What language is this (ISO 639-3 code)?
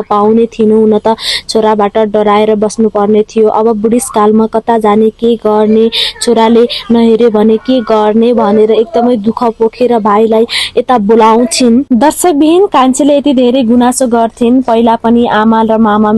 nep